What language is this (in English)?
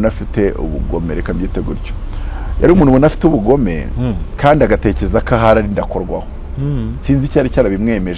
Kinyarwanda